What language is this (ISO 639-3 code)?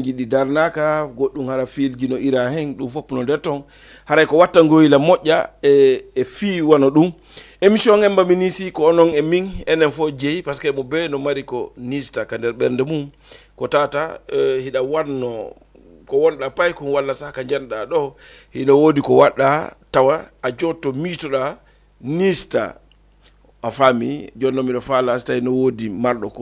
ful